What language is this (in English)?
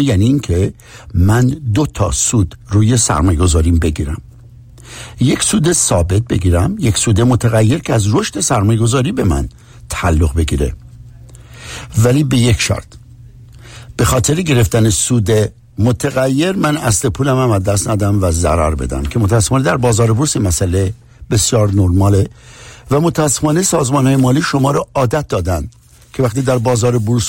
Persian